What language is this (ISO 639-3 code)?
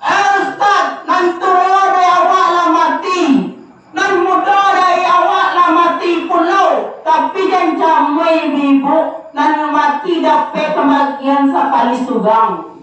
min